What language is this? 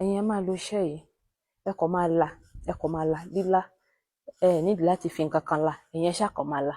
Yoruba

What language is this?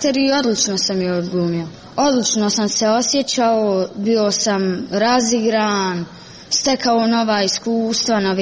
Croatian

